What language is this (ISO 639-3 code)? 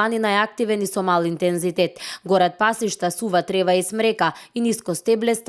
mkd